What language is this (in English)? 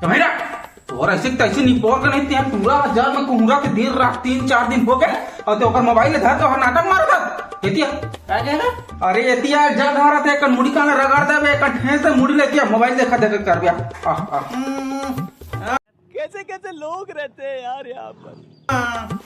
Chhattisgarhi